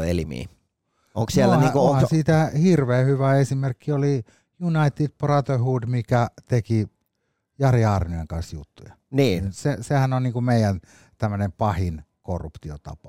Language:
Finnish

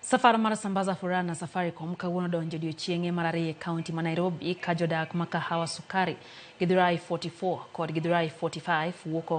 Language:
Luo (Kenya and Tanzania)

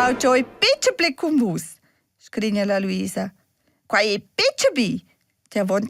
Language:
Romansh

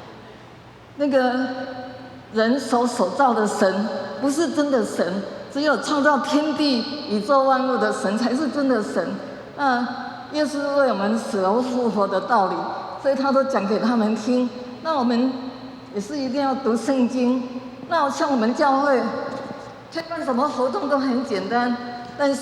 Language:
Min Nan Chinese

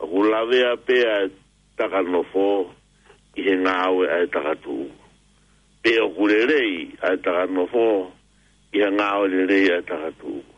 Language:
Tongan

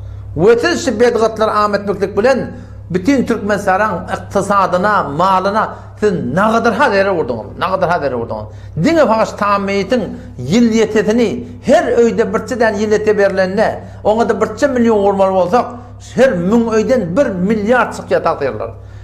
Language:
Turkmen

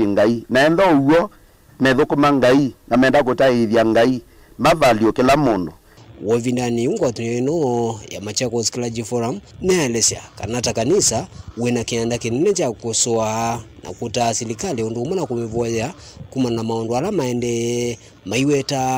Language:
Kamba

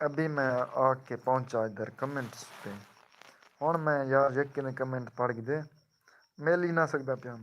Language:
Saraiki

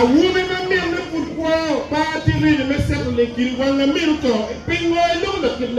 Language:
Acoli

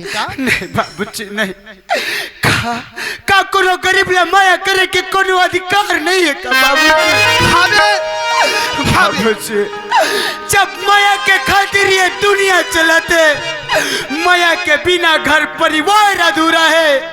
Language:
Chhattisgarhi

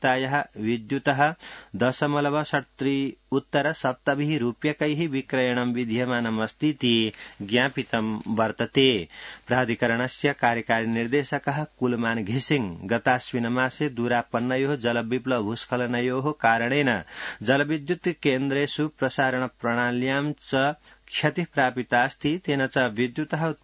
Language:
Sanskrit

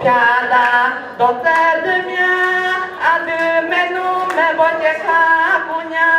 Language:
Akha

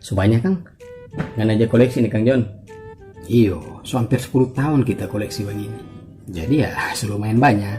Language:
Manado Malay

